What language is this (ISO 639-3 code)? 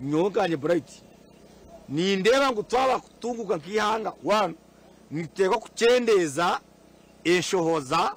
nyn